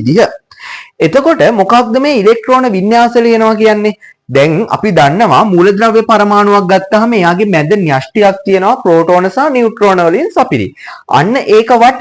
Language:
Sinhala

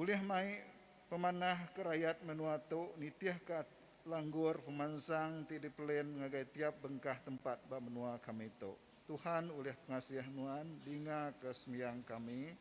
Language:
Iban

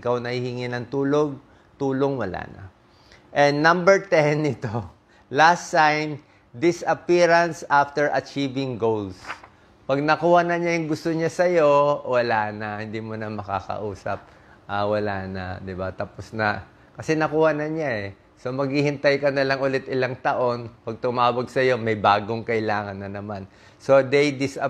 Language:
Filipino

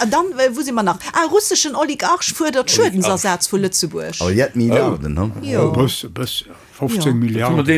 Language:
Luxembourgish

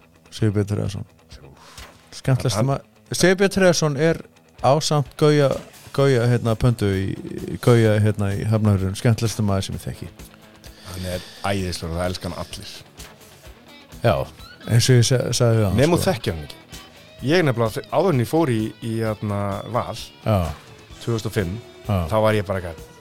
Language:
Icelandic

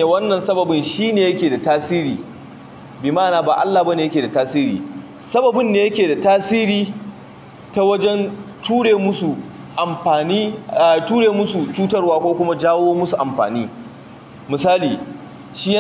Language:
Hausa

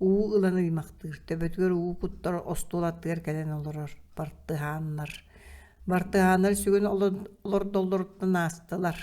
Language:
Yakut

